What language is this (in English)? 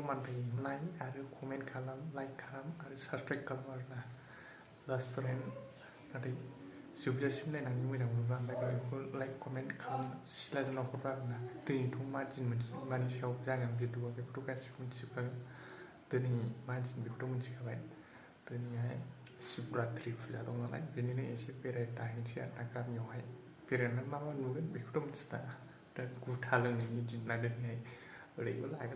Bodo